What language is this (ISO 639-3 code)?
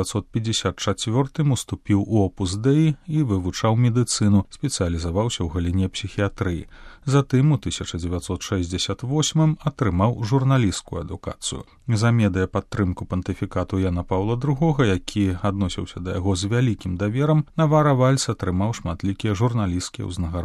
bel